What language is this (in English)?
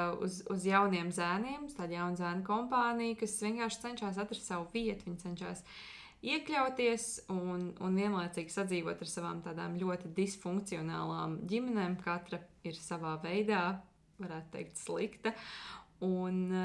Latvian